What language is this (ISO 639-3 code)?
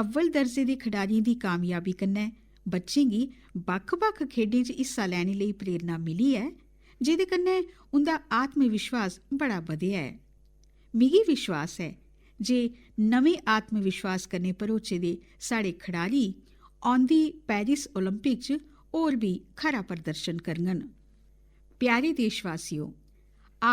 doi